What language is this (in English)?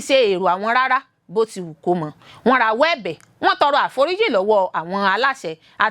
Yoruba